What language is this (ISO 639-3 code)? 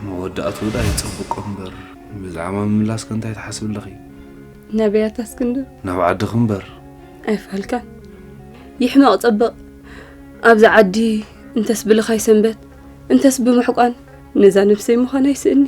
tir